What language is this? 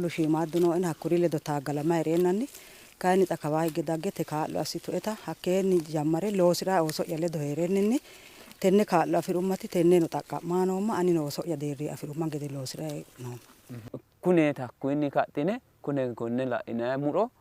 Sidamo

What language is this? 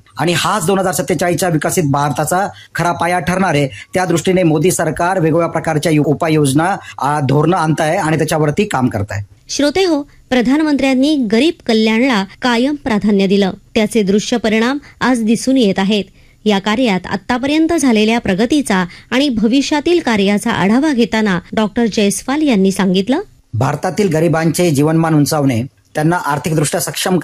Marathi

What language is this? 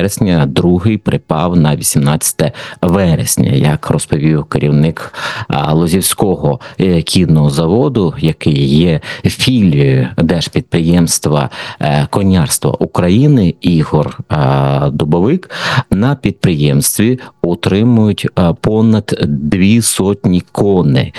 Ukrainian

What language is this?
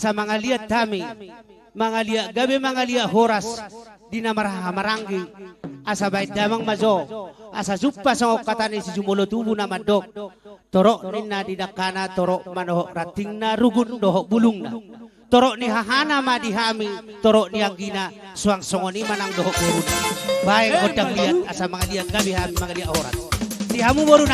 Batak Toba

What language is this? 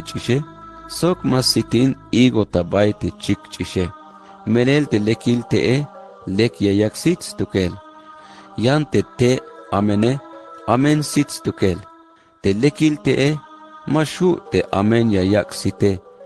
Tzeltal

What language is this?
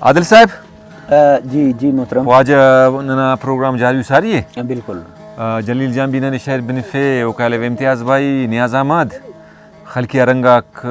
Brahui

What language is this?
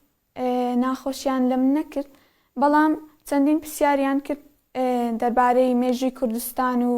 Central Kurdish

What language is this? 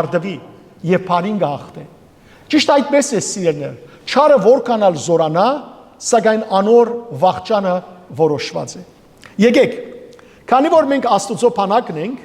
Western Armenian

